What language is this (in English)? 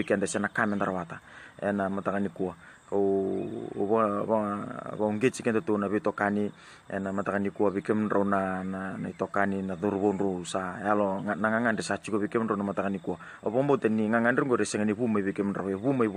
Fijian